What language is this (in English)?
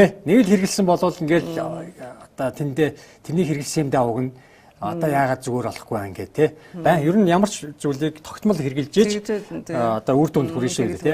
Mongolian